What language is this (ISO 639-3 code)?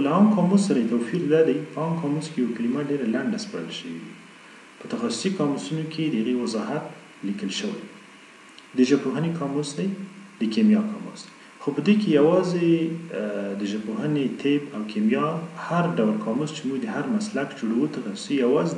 pus